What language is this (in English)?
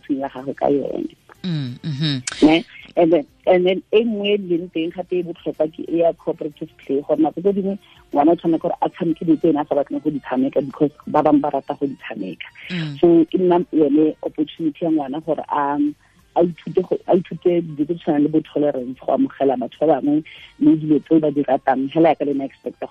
Tswana